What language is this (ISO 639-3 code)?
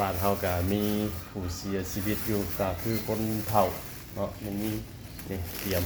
tts